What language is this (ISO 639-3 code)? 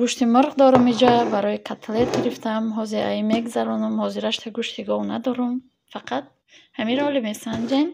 tgk